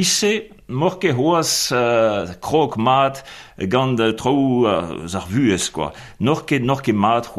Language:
Breton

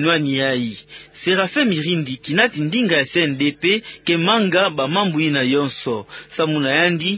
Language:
Kituba (Democratic Republic of Congo)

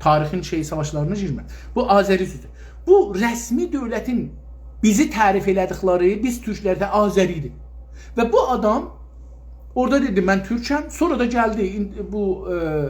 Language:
South Azerbaijani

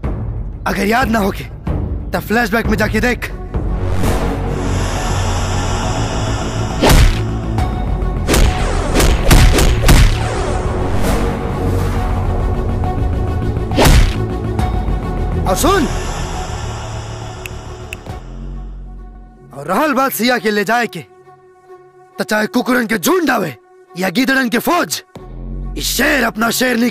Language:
Bhojpuri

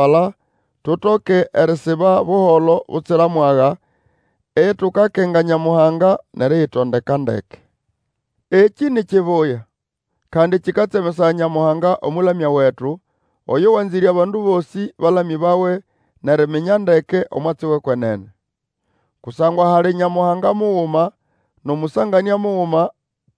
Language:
Nande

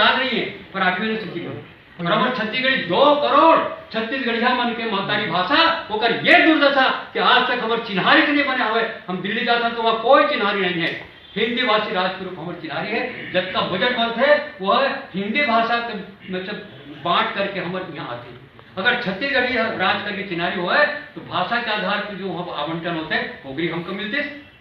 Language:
Chhattisgarhi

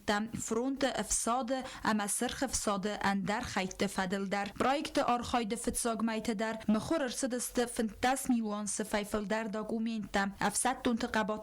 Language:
Ossetic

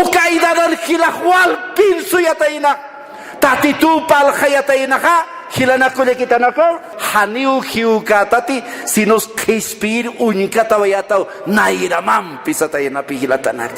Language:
Aymara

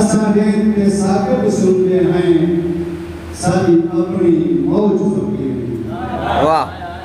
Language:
Saraiki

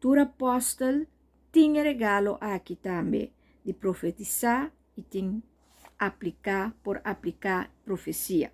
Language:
Papiamento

